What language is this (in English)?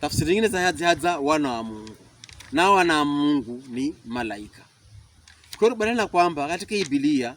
Pokomo